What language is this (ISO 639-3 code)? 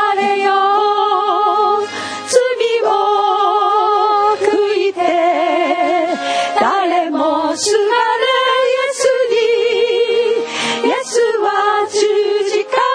jpn